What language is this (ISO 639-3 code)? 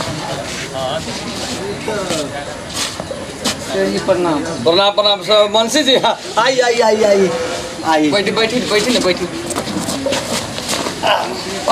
bho